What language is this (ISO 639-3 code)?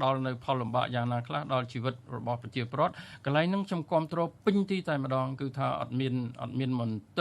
khm